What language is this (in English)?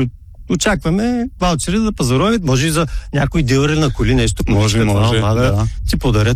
Bulgarian